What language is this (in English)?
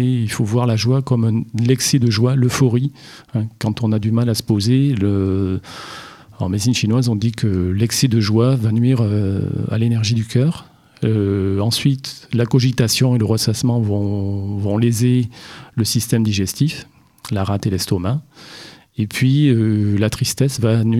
French